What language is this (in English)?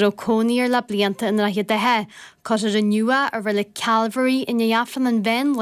Irish